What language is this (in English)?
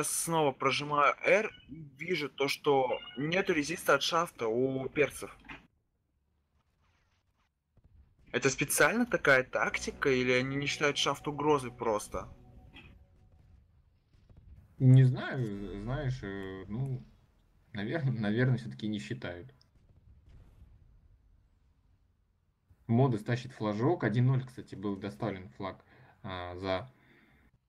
Russian